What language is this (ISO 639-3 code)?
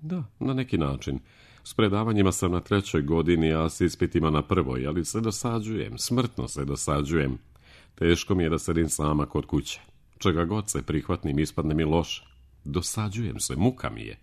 srp